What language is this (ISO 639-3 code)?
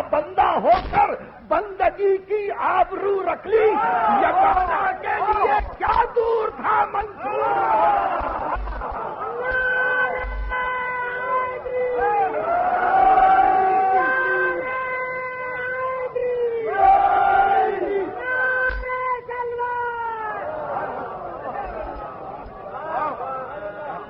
urd